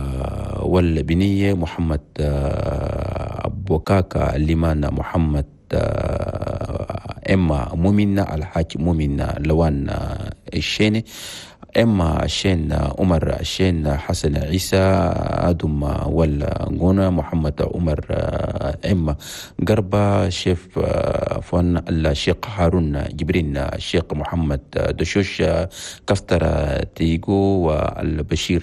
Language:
Chadian Arabic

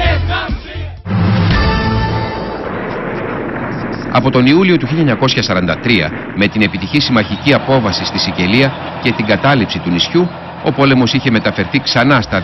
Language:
Greek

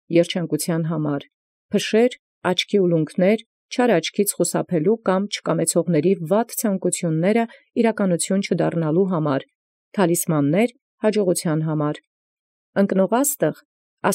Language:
Armenian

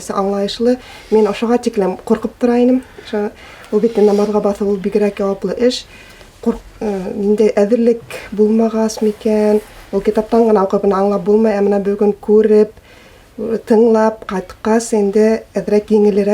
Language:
Bashkir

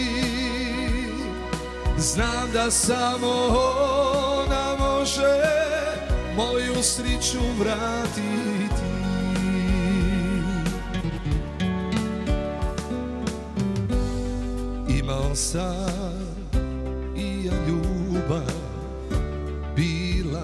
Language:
Croatian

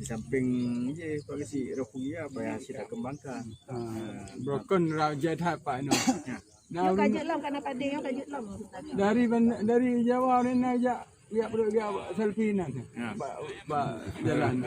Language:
Achinese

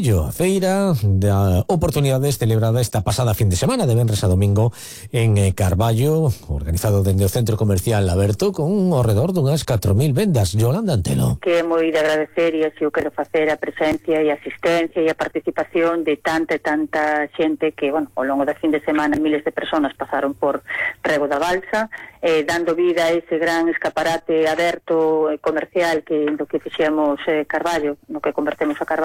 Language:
Galician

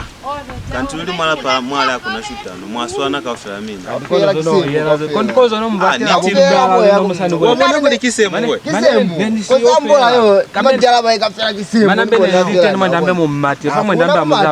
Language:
Lozi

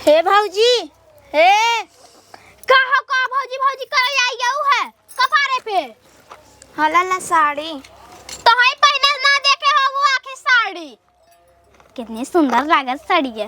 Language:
Awadhi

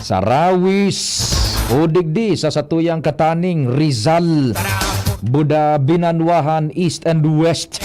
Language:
Bikol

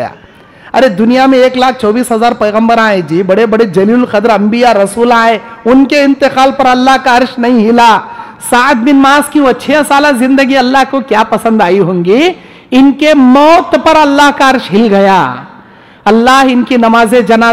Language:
Urdu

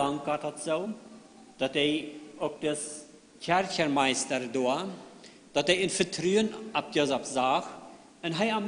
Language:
Plautdietsch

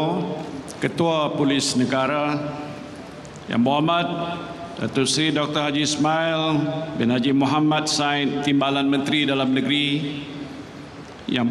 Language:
Malay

